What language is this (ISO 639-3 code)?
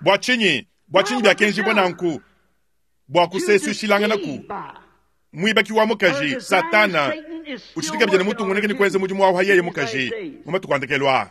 lua